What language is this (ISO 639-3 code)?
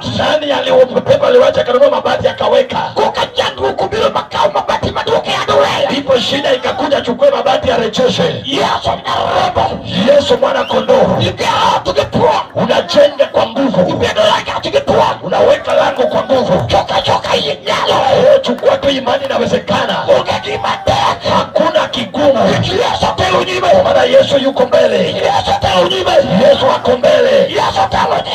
luo